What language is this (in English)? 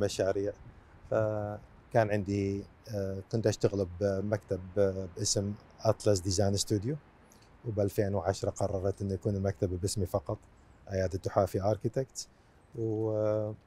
Mesopotamian Arabic